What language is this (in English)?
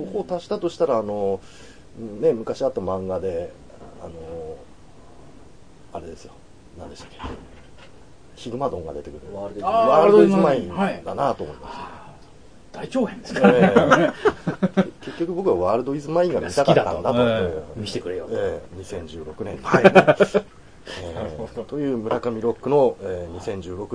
Japanese